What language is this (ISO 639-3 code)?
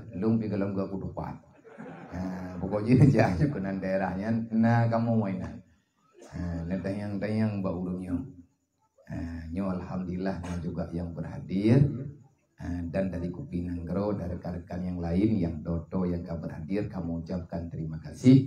ace